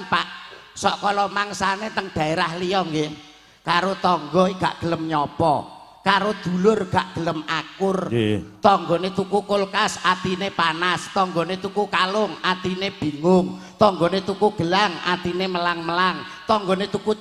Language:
Javanese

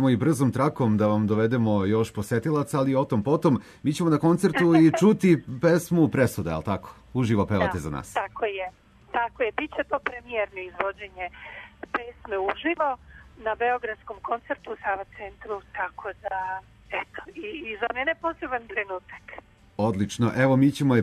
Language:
Serbian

